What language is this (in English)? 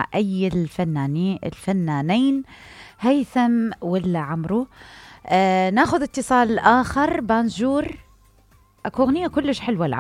Mesopotamian Arabic